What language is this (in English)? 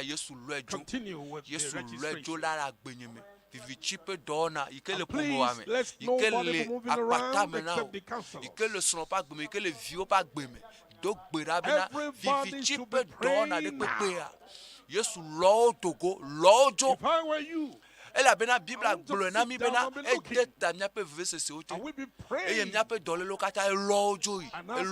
Ewe